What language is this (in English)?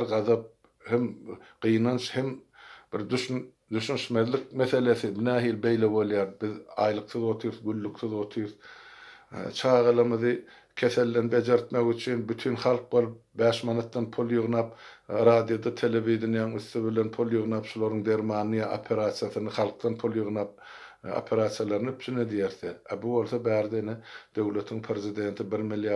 Turkmen